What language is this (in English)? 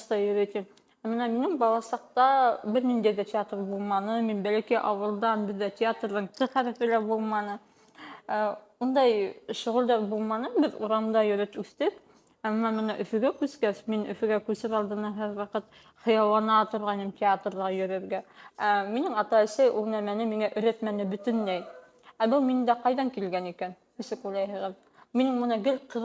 Bashkir